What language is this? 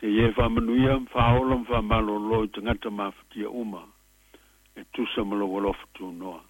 Samoan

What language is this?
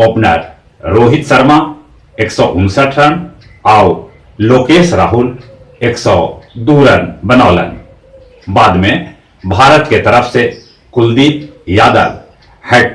Magahi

